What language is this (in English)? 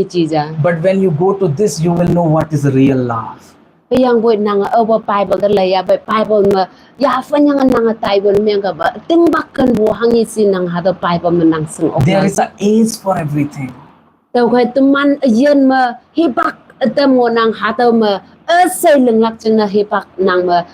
Konyak Naga